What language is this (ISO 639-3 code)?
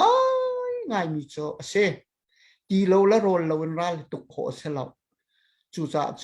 cnh